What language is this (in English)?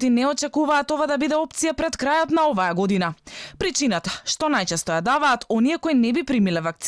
Macedonian